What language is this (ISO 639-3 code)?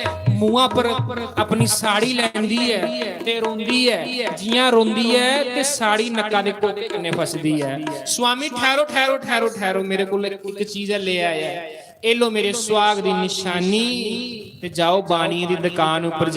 doi